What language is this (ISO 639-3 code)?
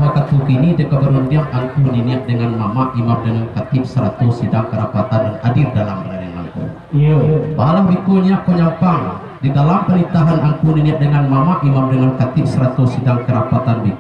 min